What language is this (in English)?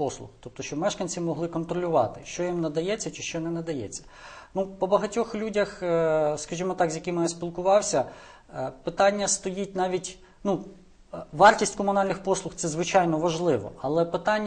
Ukrainian